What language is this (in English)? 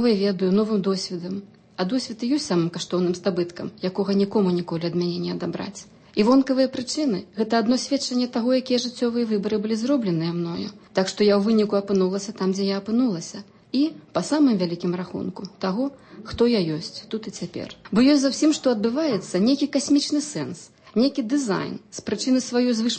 Belarusian